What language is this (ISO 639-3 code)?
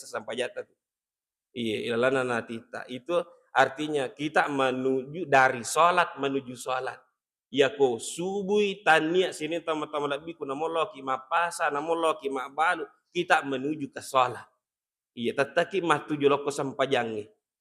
bug